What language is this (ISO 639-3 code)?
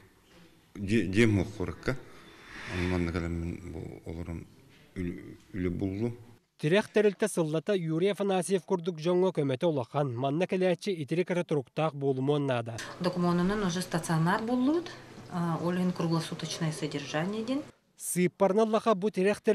sah